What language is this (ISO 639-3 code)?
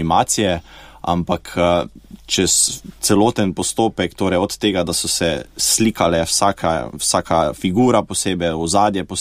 slv